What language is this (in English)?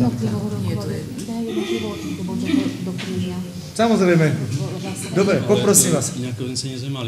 Slovak